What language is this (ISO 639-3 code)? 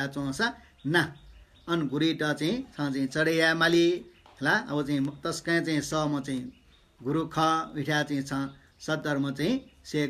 new